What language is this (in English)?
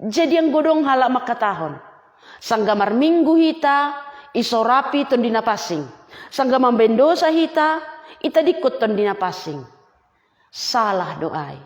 Batak Simalungun